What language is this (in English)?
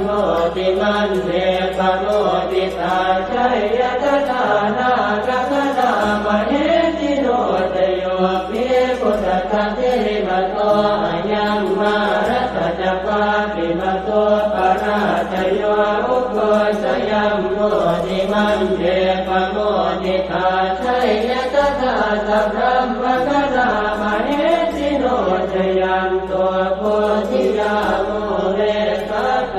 Pali